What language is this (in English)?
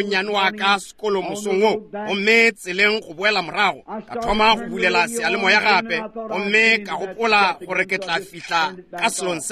Northern Sotho